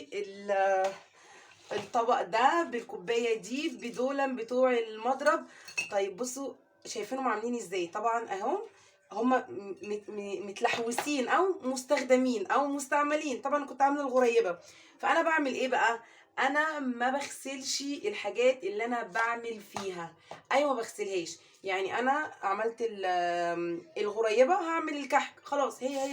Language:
Egyptian Arabic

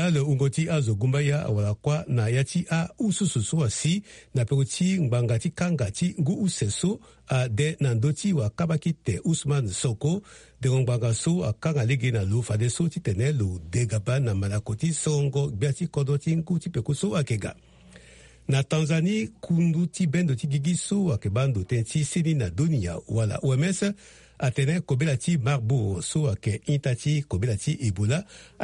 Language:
Sango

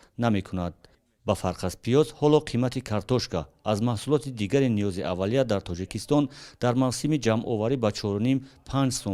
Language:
Tajik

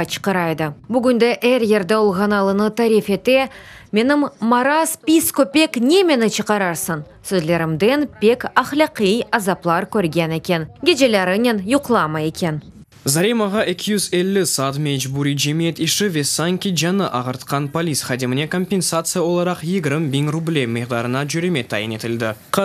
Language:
Crimean Tatar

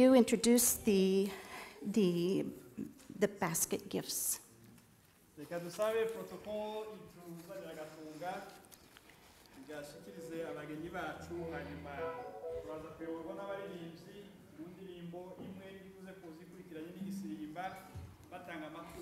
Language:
Kinyarwanda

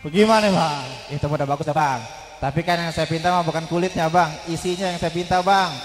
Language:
Betawi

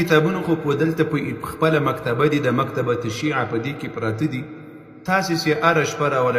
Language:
Pashto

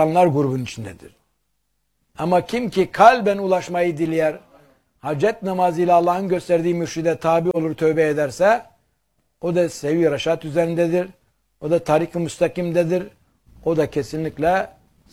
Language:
Turkish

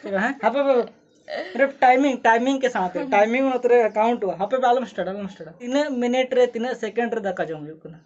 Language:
Santali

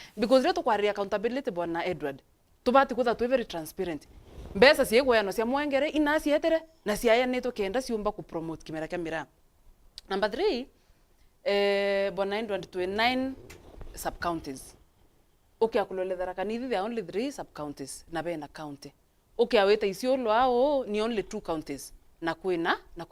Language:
Meru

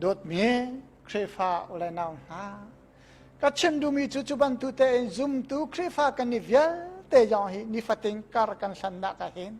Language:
Hakha Chin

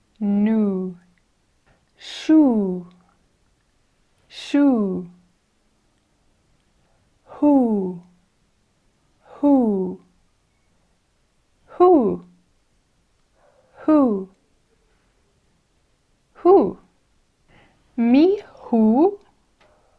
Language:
Hebrew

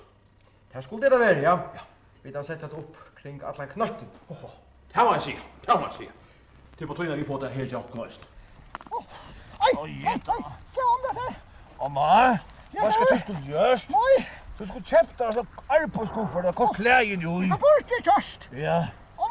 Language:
Faroese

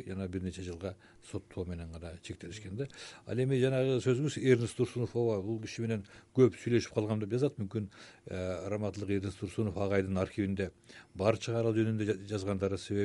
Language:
Kyrgyz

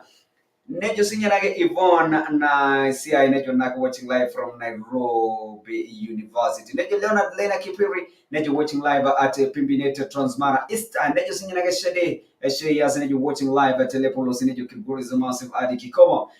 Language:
Masai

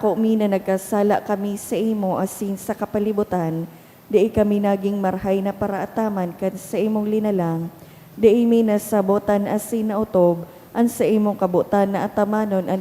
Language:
Bikol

